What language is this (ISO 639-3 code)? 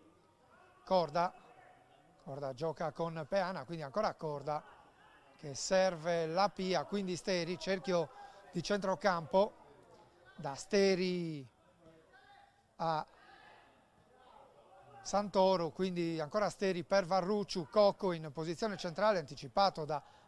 ita